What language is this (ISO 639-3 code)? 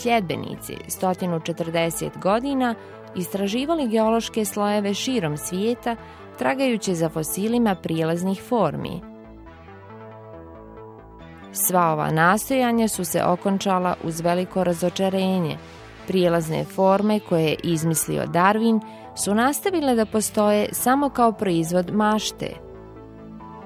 bos